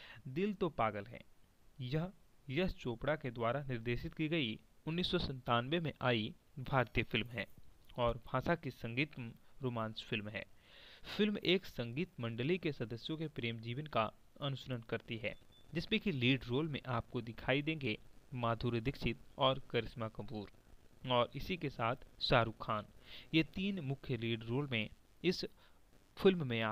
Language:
Hindi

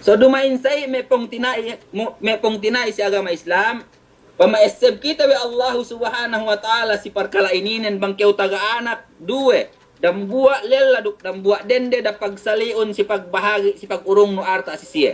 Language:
Yakan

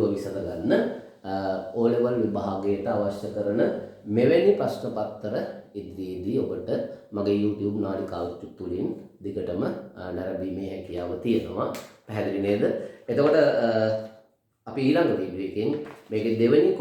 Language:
Sinhala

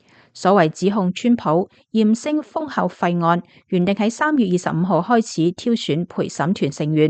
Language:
Cantonese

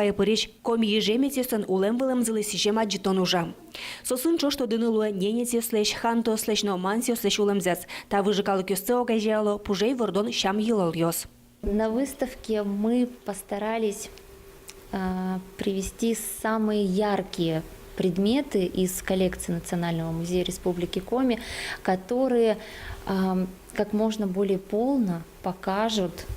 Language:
Udmurt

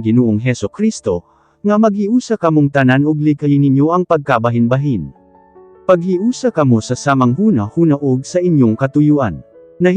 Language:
Cebuano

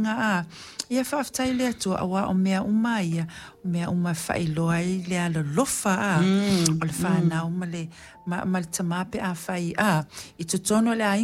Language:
Samoan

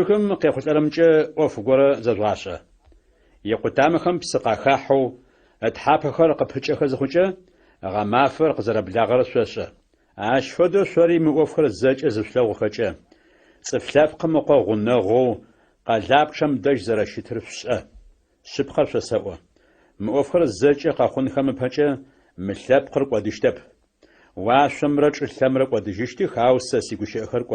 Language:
Adyghe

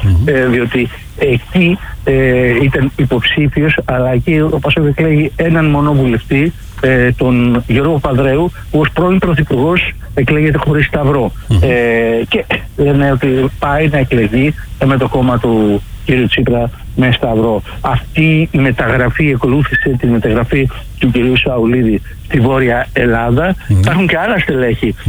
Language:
Greek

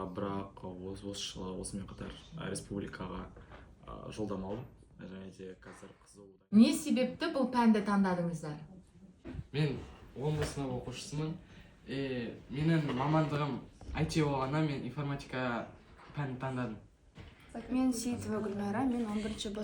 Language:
Kazakh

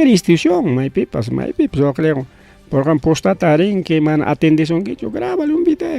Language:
Ayacucho Quechua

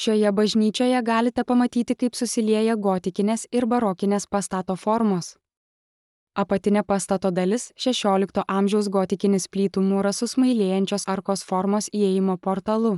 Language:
Lithuanian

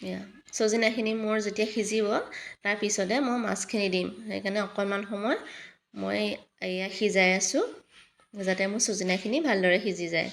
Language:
Assamese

